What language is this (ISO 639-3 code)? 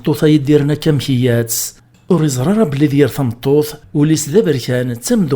kab